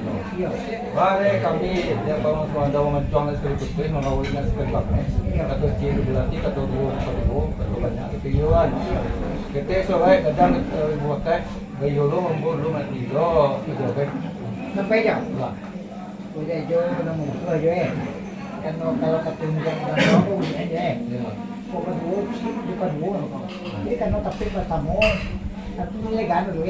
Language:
Minangkabau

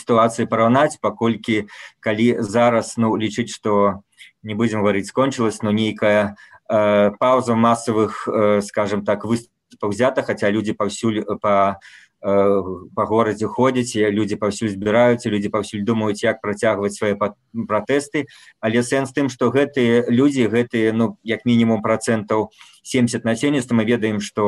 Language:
Belarusian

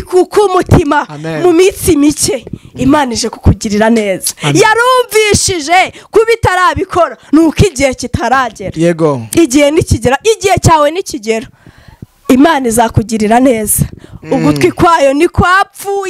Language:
Kinyarwanda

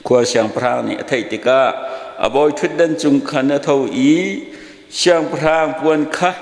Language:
Hakha Chin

